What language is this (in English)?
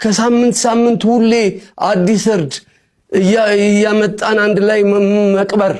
Amharic